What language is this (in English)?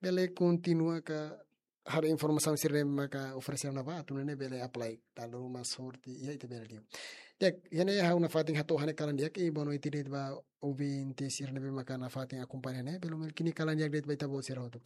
Tetum